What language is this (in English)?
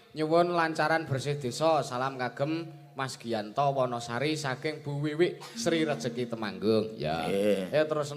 Javanese